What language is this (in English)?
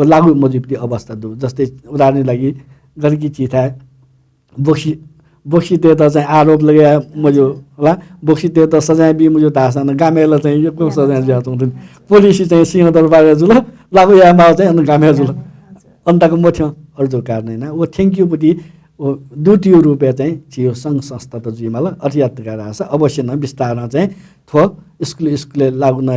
Newari